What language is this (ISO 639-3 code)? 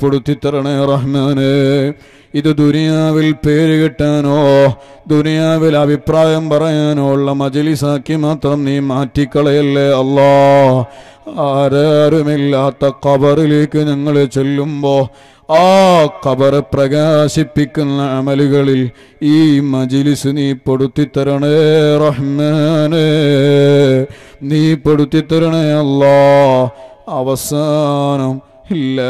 mal